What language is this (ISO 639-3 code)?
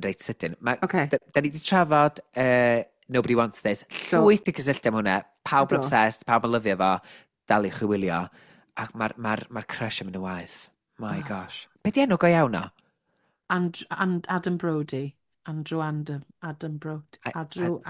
cym